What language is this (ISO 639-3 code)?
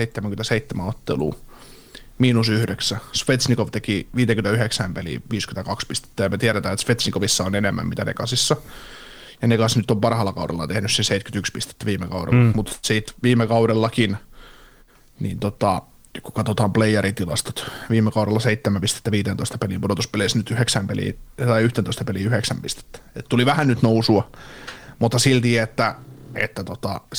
fin